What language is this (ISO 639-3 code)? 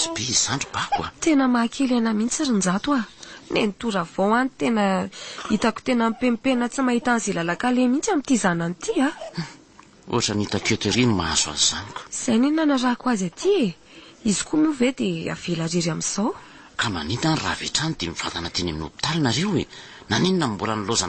mlg